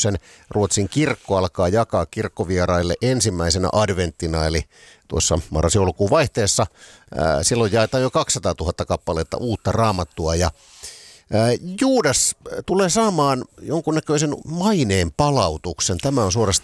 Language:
Finnish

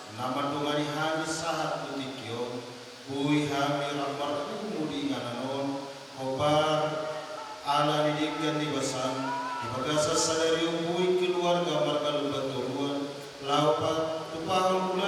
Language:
Batak Toba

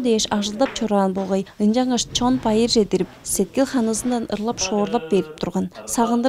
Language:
Tuvinian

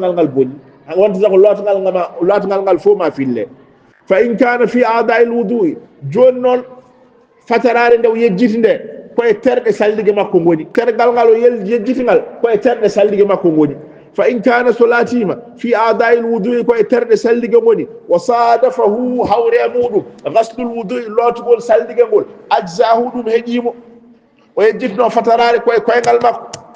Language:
Fula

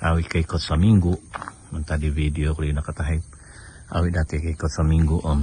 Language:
Central Dusun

